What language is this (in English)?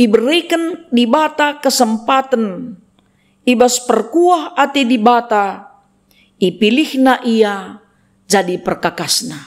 Batak Karo